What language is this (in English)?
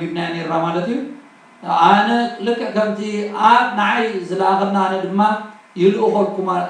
Tigrinya